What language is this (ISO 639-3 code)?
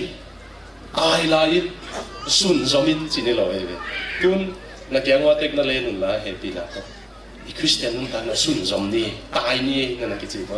ctd